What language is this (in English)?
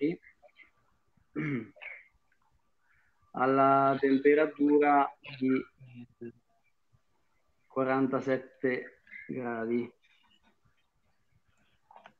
Italian